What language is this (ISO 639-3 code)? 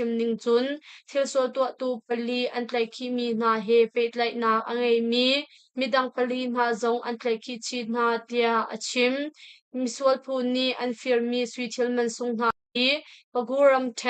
cnh